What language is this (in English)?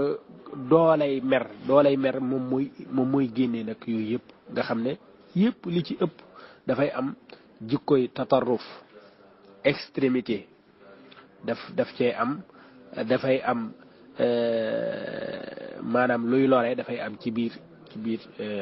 Wolof